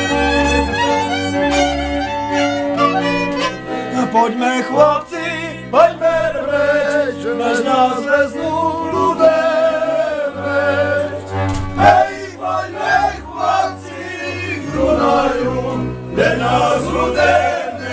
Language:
Czech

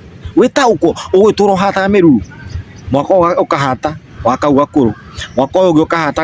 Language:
Kikuyu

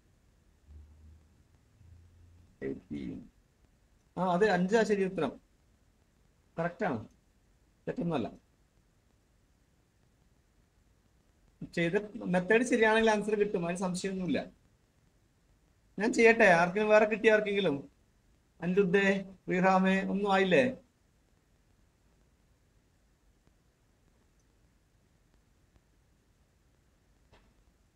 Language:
Malayalam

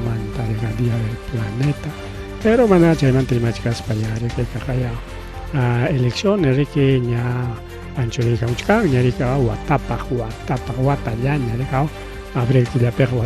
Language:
Ayacucho Quechua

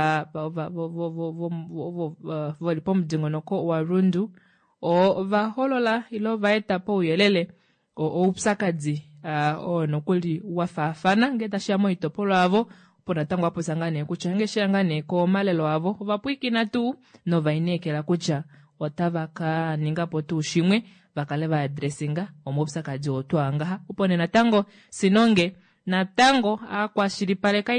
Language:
Kuanyama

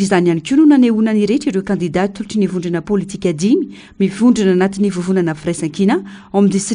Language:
Malagasy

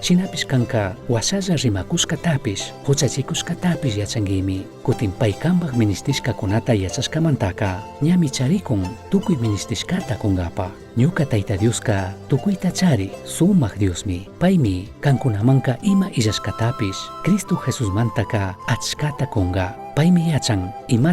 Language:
Chimborazo Highland Quichua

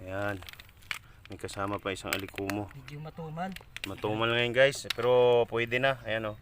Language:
Hiligaynon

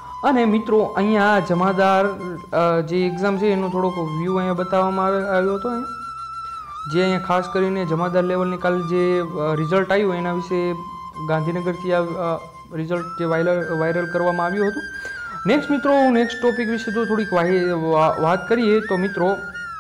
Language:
Gujarati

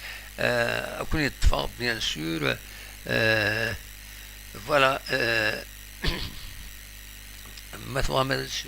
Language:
Kabyle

